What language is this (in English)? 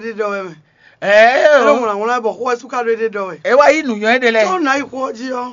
Fon